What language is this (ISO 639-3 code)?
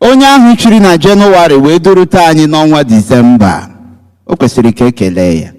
ibo